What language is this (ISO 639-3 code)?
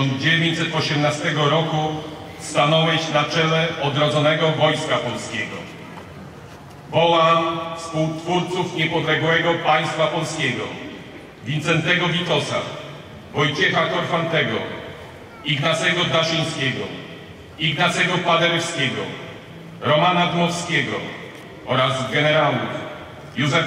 pol